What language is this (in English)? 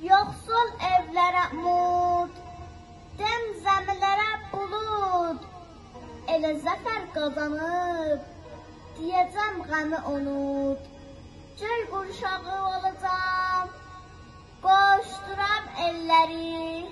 South Azerbaijani